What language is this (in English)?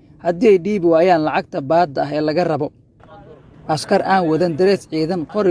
Somali